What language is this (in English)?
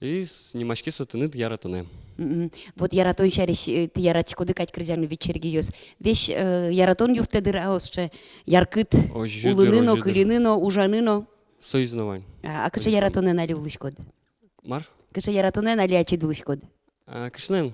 Udmurt